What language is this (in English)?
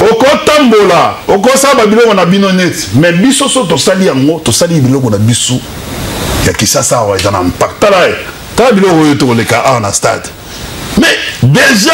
Lingala